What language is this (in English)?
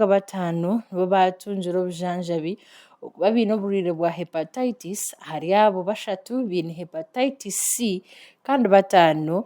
Nyankole